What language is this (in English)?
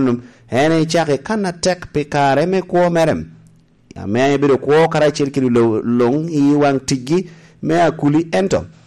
Lango (Uganda)